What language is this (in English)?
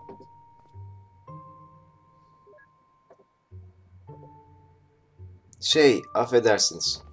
Turkish